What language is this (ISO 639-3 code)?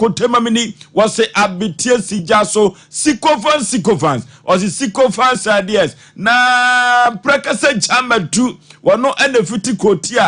aka